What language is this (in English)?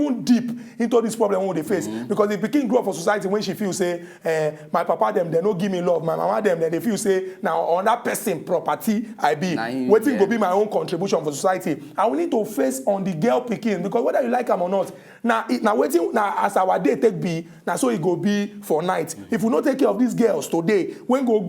Nigerian Pidgin